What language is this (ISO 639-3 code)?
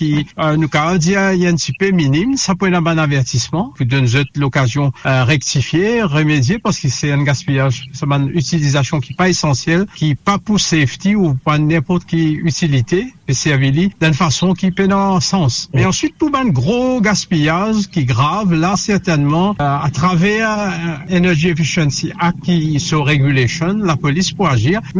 mfe